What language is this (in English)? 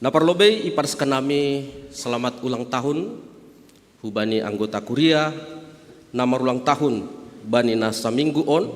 Batak Simalungun